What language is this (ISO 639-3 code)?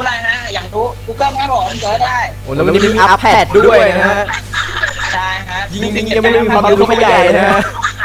tha